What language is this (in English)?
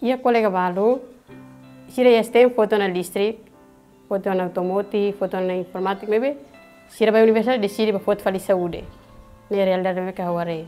Tetum